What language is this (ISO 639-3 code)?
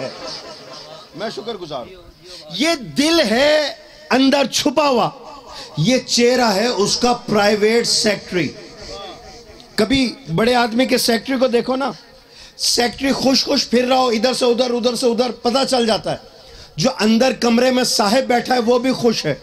urd